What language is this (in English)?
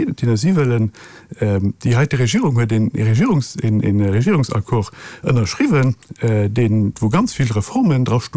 Luxembourgish